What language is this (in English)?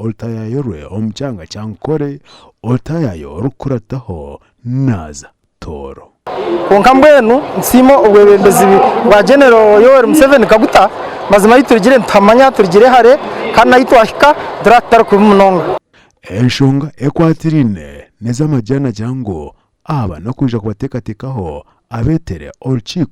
Nyankole